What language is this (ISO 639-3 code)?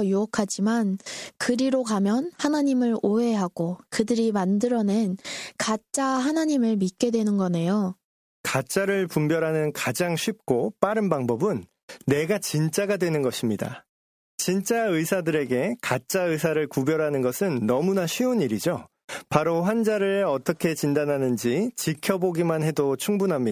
kor